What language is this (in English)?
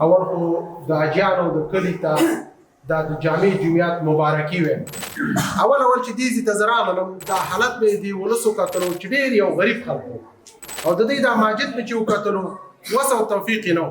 Pashto